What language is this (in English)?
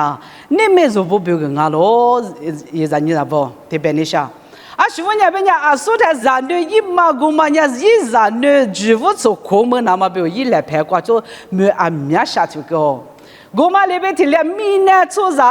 Lisu